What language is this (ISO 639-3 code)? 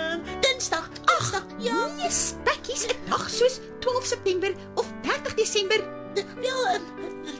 afr